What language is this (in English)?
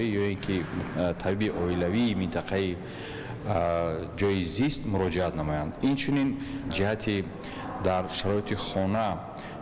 Tajik